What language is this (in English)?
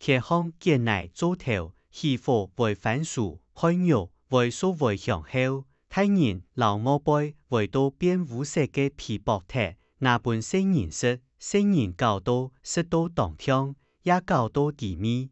Hakka Chinese